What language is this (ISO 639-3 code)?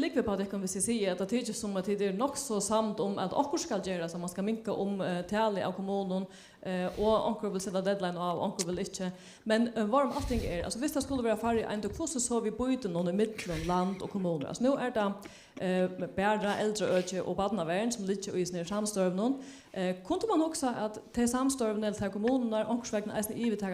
fao